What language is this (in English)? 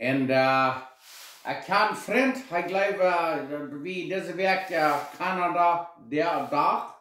Plautdietsch